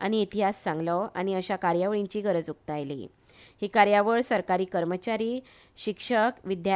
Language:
Konkani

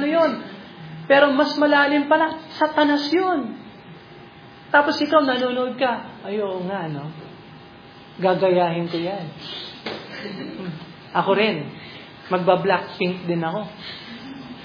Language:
Filipino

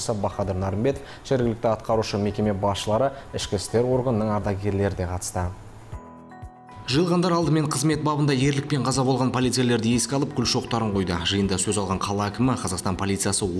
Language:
Kazakh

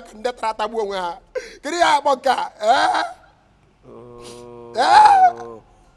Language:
Igbo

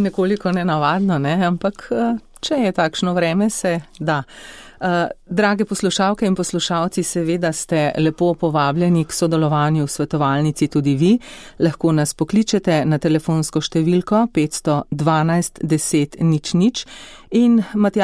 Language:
Slovenian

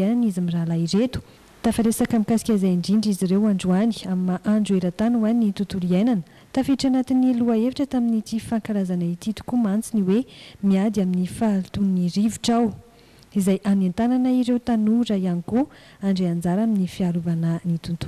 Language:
Malagasy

